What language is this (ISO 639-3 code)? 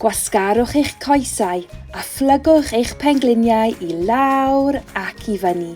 cym